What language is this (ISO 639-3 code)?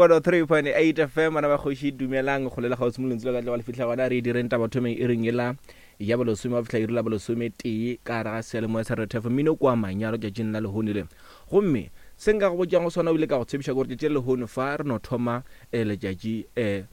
nso